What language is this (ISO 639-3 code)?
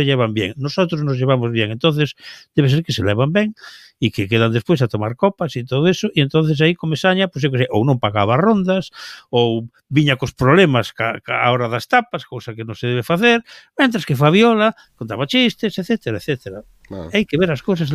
glg